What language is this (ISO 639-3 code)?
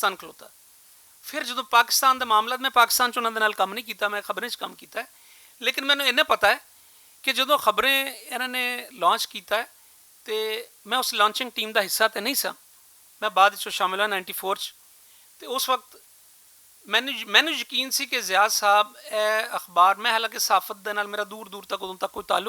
lah